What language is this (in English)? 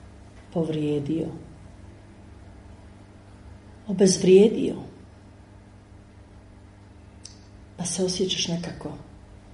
Croatian